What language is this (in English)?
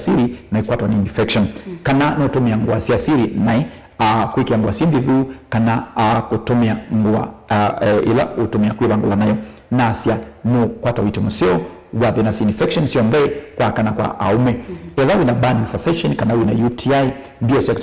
Kamba